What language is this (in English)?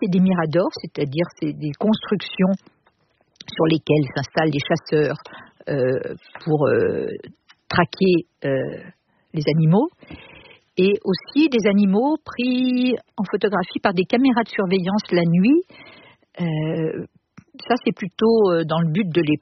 French